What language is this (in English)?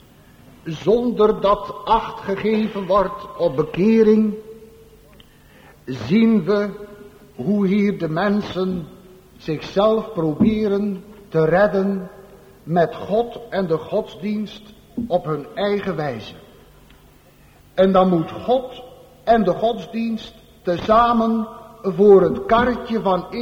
Dutch